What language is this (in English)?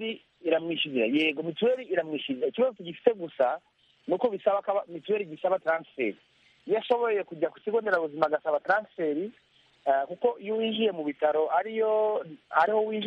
Kinyarwanda